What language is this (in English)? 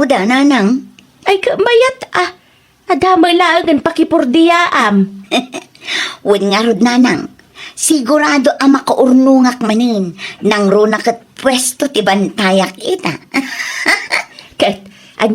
Iloko